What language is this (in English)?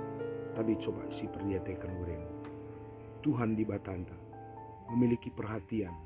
Batak Karo